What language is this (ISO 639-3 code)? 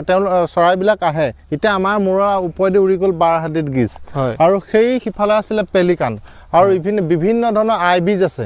asm